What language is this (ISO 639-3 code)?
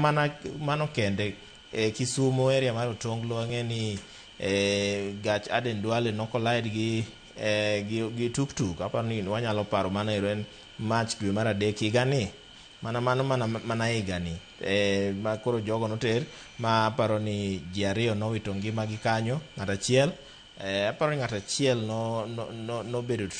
luo